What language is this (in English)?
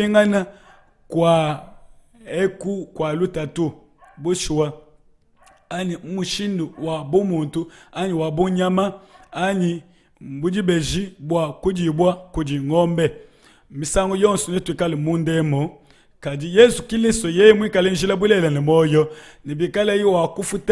Luba-Lulua